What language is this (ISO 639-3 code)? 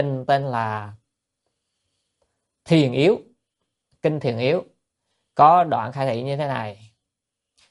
vie